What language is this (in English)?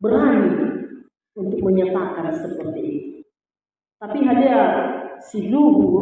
Nias